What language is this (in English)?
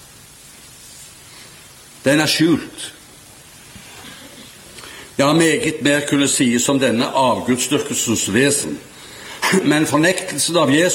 Norwegian